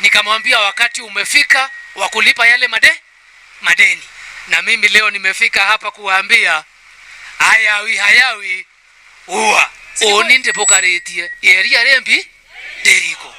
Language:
Meru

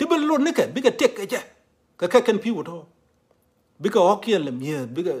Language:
Nuer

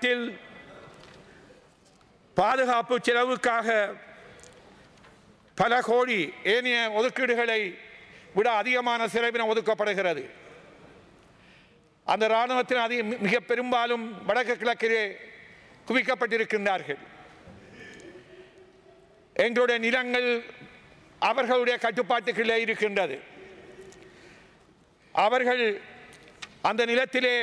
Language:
Tamil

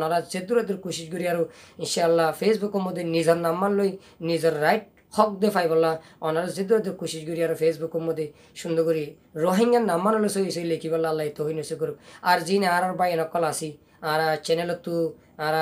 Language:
Rohingya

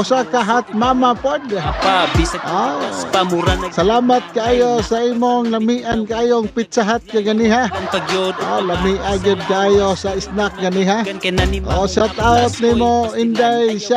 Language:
Cebuano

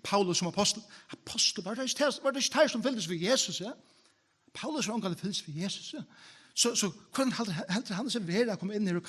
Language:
Faroese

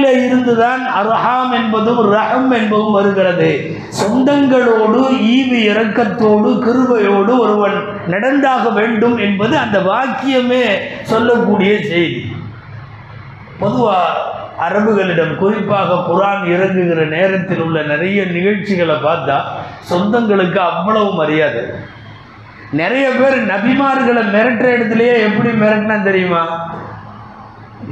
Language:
Tamil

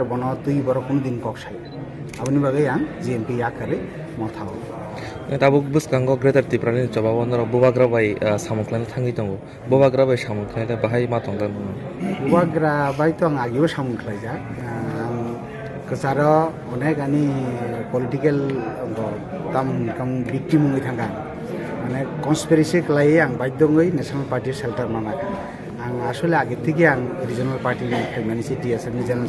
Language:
Kok Borok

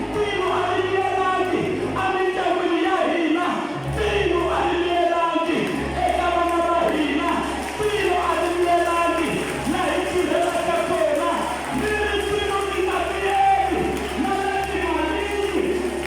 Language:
Tsonga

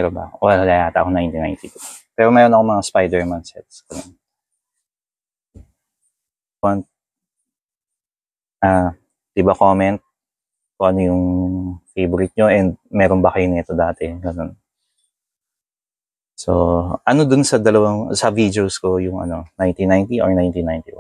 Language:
Filipino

